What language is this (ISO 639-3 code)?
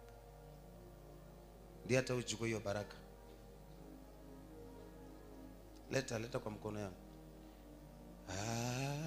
swa